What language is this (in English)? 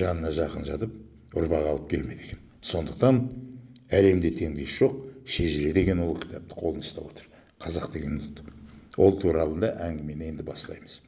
Kazakh